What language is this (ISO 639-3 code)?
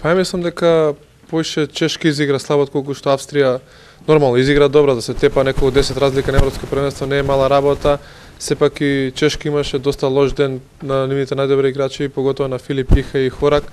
mkd